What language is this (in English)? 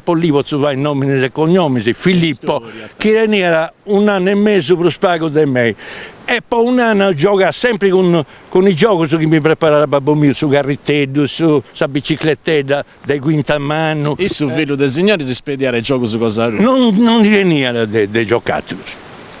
Sardinian